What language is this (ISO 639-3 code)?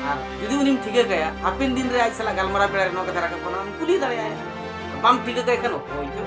sat